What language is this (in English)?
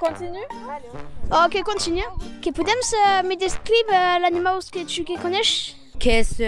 Occitan